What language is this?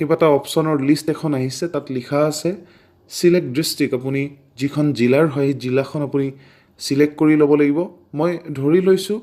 Assamese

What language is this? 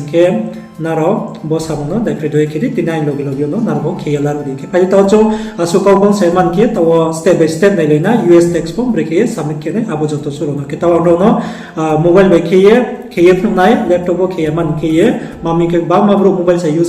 Riang (India)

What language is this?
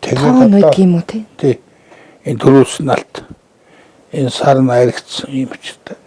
Mongolian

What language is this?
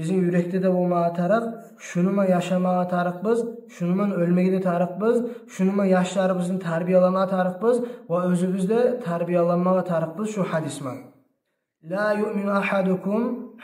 Kumyk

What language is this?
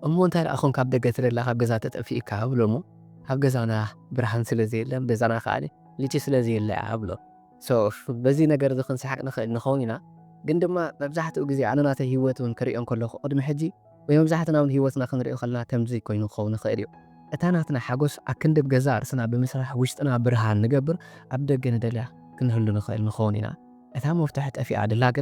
Tigrinya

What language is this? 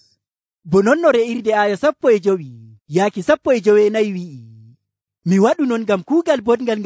Nigerian Fulfulde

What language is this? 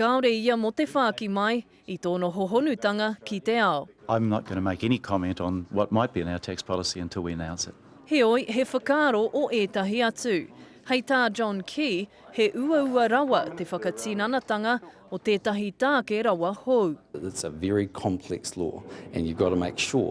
Māori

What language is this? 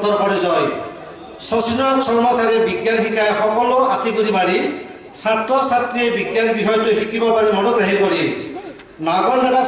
Assamese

